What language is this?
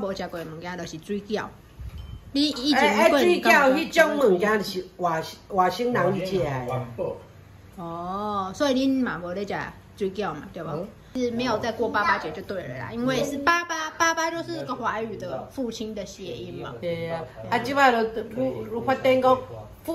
Min Nan Chinese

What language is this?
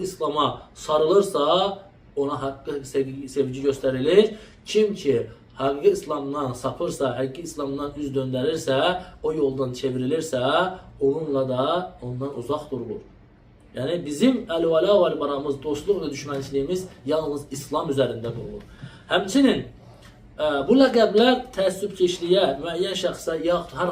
Azerbaijani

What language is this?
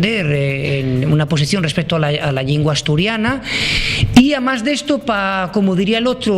Asturian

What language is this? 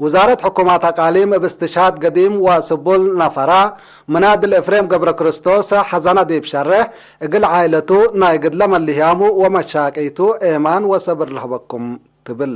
Tigre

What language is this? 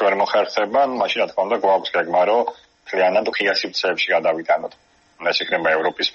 Georgian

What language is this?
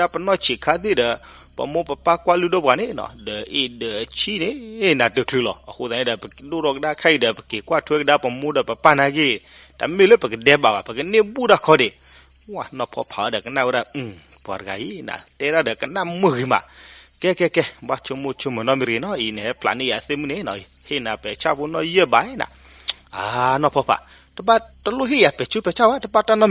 S'gaw Karen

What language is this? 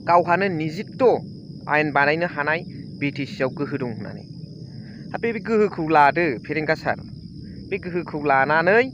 Bodo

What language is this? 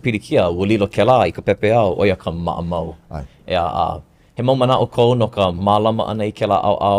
Hawaiian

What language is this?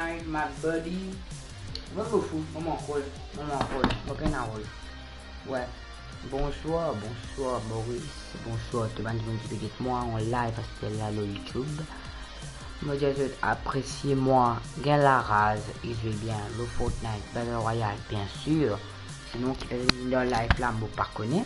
Morisyen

